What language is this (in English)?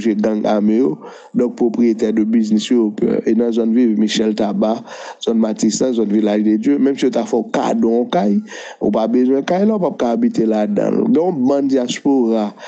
Haitian Creole